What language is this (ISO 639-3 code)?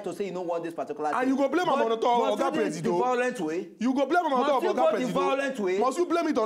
pcm